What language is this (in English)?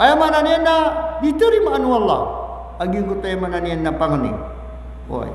Maranao